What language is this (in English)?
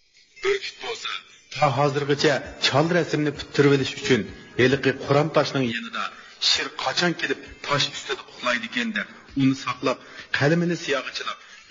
Uyghur